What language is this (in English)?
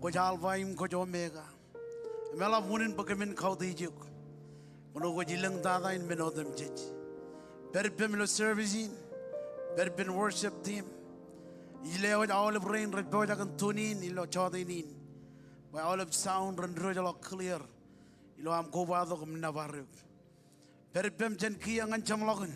Marshallese